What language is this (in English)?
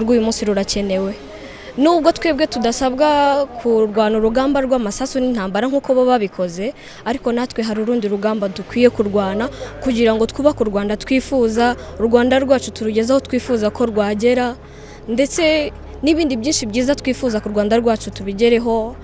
Kinyarwanda